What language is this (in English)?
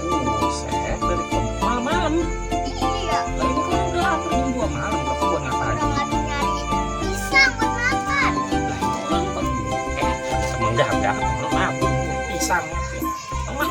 Betawi